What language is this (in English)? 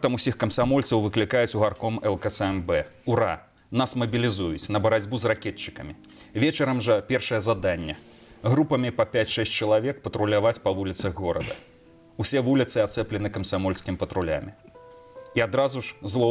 Belarusian